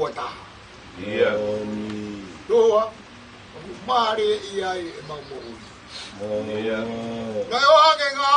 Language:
Tongan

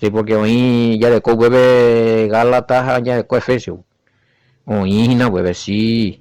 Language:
Guarani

